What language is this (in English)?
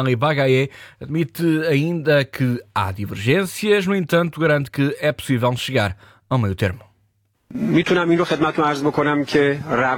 Portuguese